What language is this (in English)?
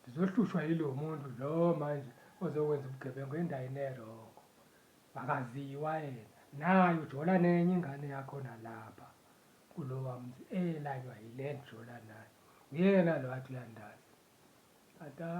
Zulu